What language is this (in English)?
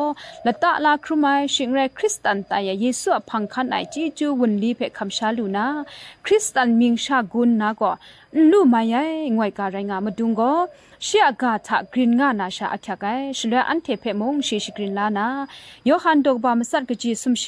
Kachin